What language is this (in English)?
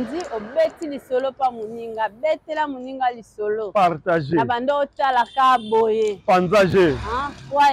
Lingala